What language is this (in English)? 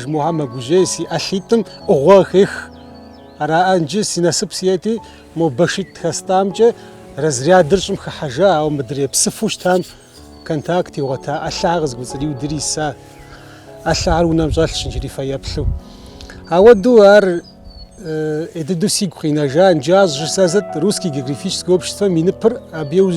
Kabardian